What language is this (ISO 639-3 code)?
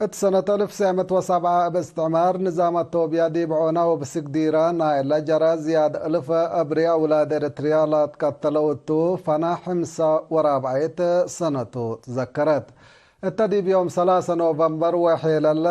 tig